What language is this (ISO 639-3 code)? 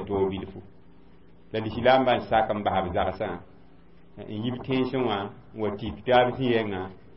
mos